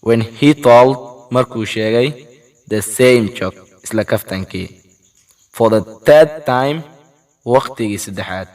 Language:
Somali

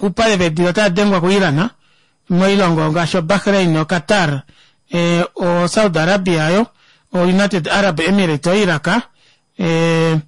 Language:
Kuanyama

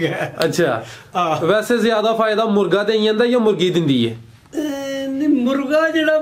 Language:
Punjabi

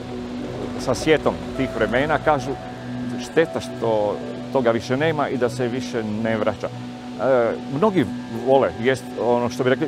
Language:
Croatian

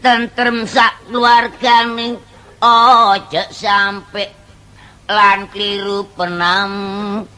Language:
Javanese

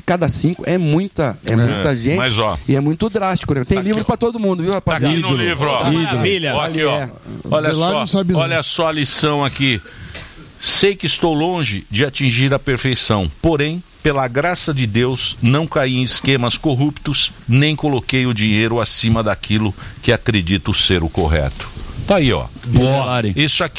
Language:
Portuguese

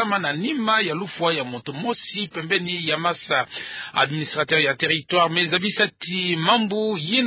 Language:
Kituba (Democratic Republic of Congo)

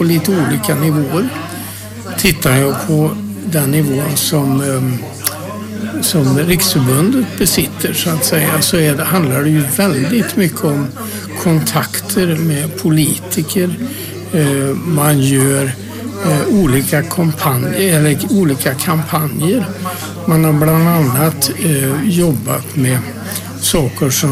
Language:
Swedish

